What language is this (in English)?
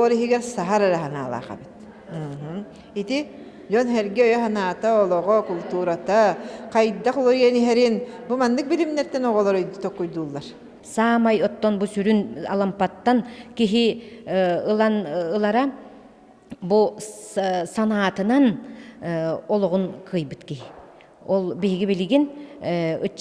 Yakut